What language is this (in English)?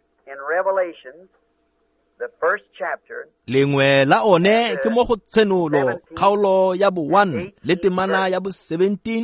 Tswana